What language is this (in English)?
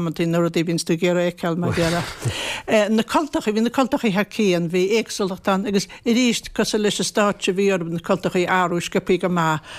Irish